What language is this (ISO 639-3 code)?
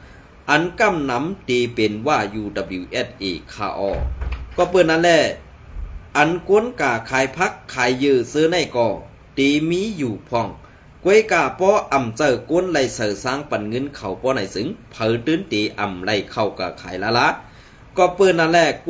shn